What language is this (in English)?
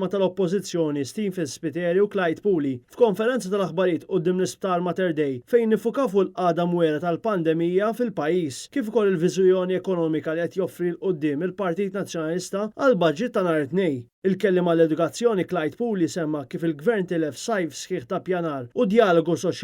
Maltese